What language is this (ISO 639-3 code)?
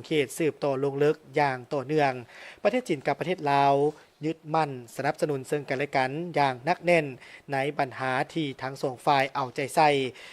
lao